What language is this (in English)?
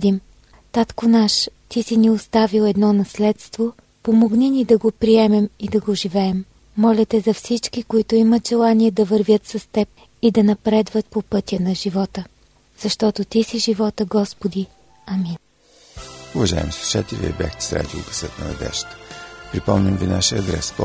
Bulgarian